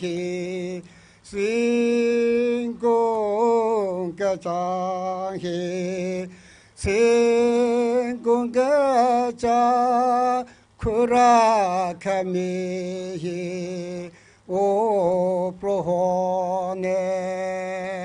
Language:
Tangkhul Naga (India)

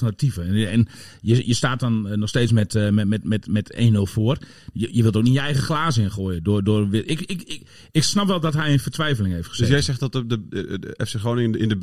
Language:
Dutch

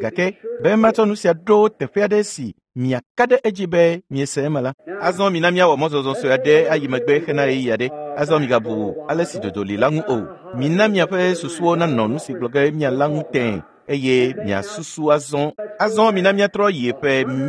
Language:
Ewe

